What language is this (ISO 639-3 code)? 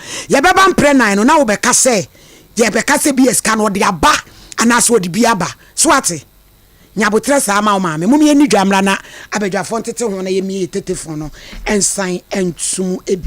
aka